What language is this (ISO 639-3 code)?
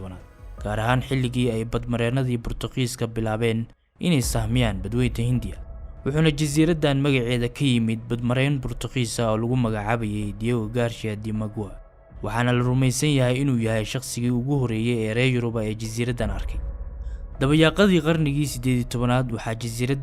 som